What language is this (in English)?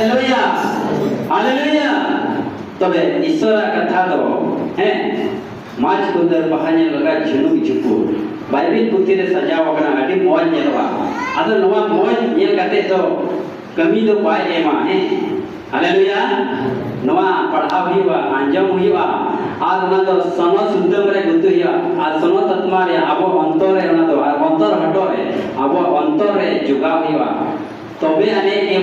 Santali